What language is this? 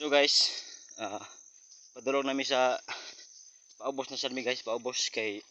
Cebuano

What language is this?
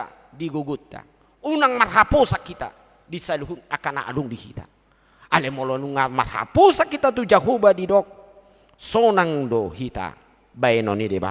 Batak Toba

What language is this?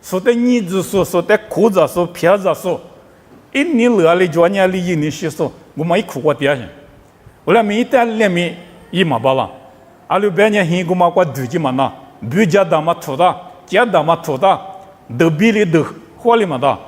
Lisu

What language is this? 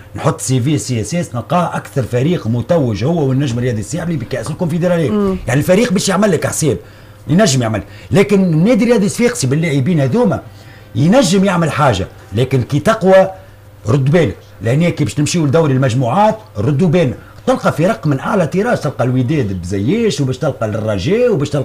Tunisian Arabic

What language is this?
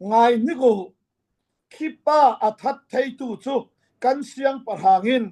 Falam Chin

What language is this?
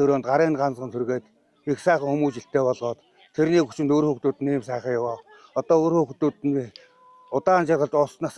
Mongolian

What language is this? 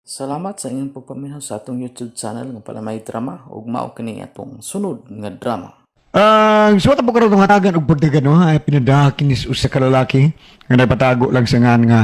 Cebuano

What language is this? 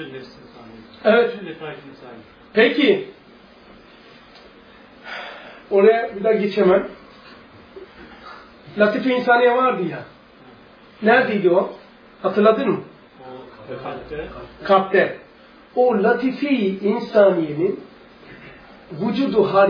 Turkish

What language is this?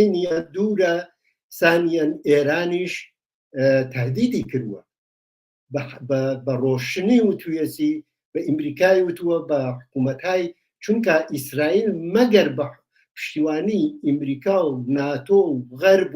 Central Kurdish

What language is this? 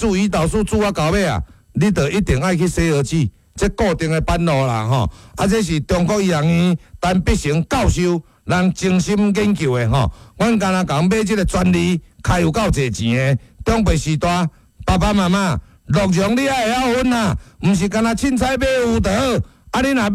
Min Nan Chinese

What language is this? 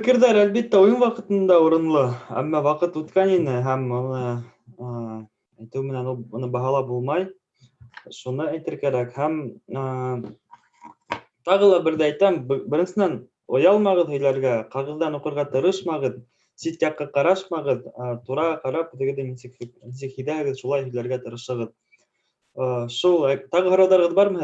Bashkir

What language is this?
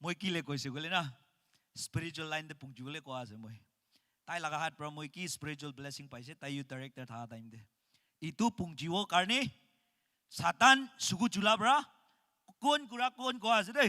Naga Pidgin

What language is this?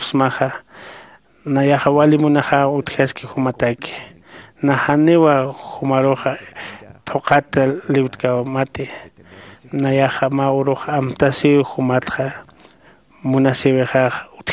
Aymara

